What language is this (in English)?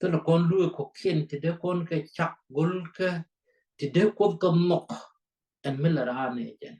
Nuer